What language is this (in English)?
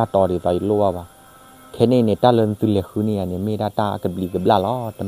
S'gaw Karen